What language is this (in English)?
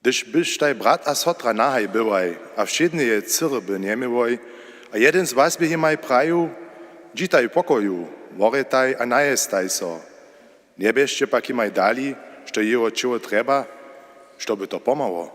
Upper Sorbian